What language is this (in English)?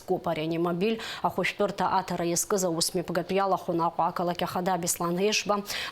Abkhazian